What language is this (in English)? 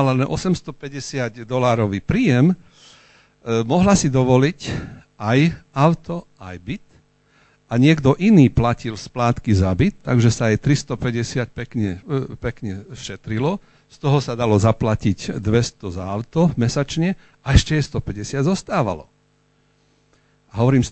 Slovak